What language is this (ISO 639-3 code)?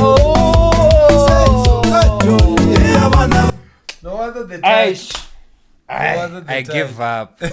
tso